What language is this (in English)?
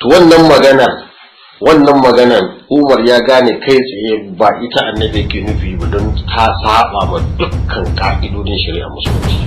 Hausa